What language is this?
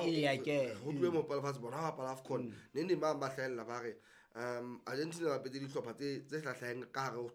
Southern Sotho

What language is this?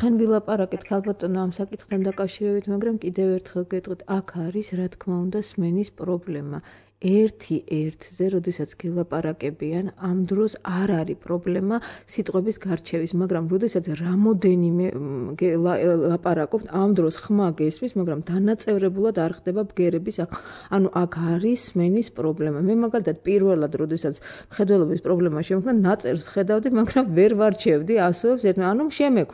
Georgian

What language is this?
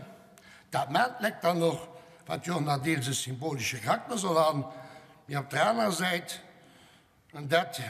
Luxembourgish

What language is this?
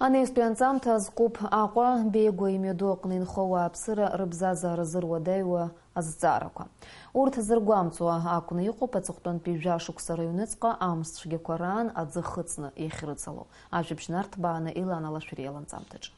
Abkhazian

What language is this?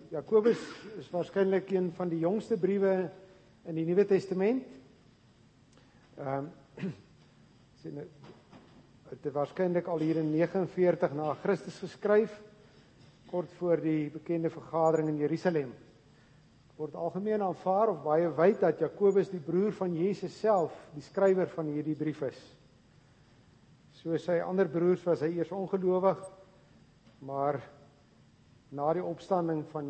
Afrikaans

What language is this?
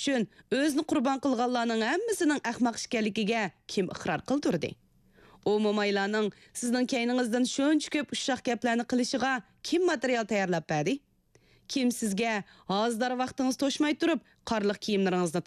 Uyghur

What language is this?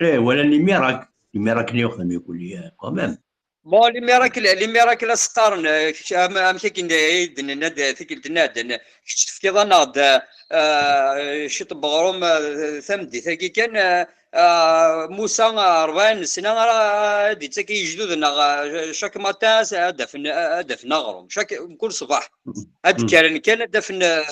Kabyle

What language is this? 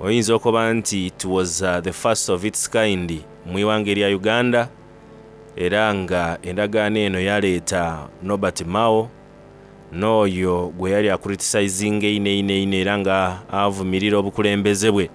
Soga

